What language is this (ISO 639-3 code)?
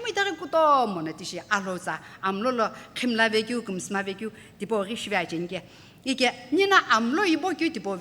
nsm